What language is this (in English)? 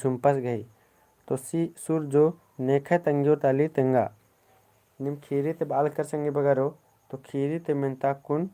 Kurukh